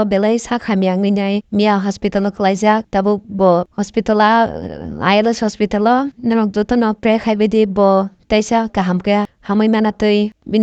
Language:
Kok Borok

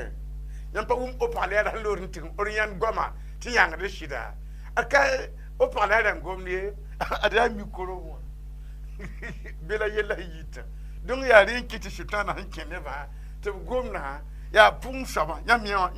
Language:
Mossi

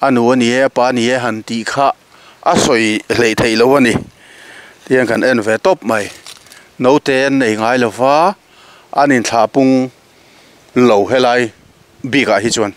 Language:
Mizo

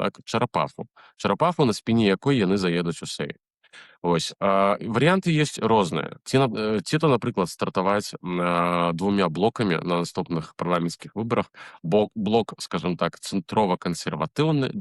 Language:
Belarusian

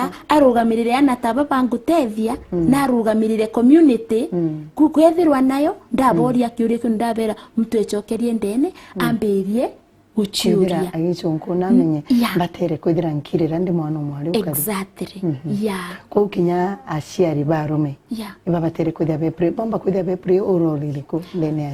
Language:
Meru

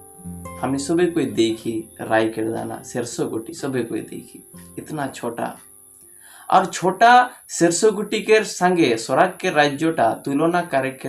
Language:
Sadri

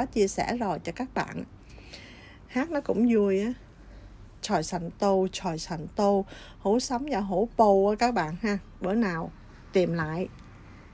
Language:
Vietnamese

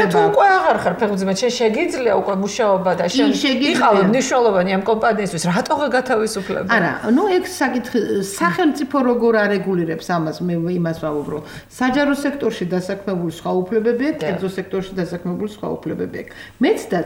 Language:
Georgian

